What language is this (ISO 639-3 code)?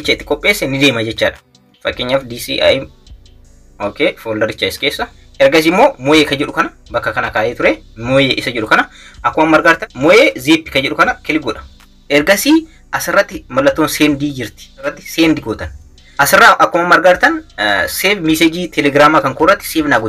orm